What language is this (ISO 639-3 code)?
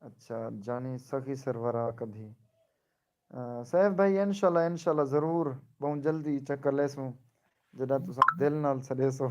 skr